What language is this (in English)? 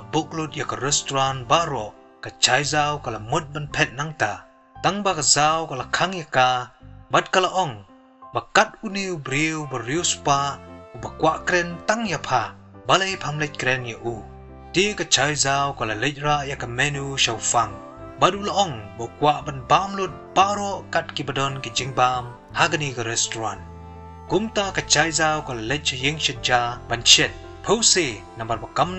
Khasi